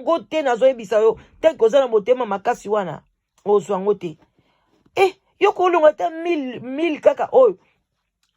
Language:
Lingala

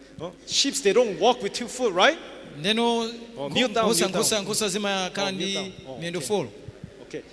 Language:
Nyanja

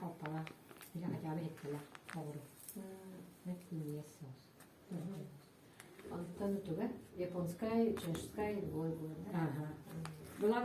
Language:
Yakut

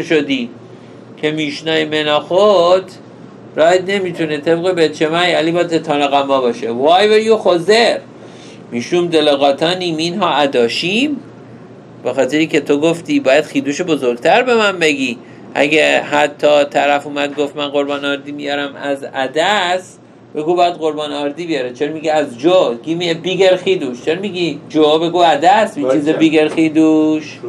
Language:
Persian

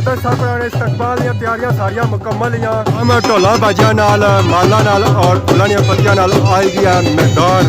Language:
Pahari-Potwari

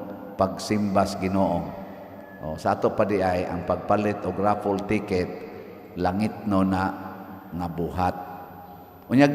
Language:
Cebuano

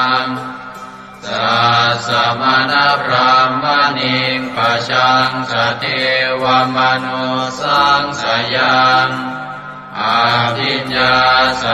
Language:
Pali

